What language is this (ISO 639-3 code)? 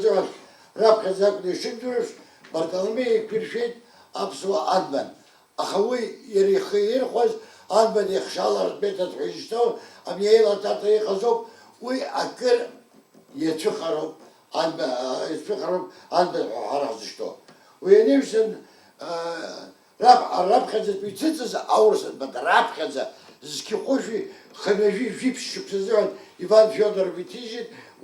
abk